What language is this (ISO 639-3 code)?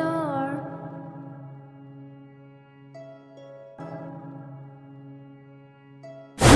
mya